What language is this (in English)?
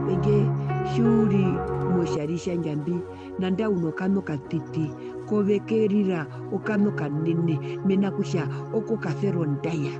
Herero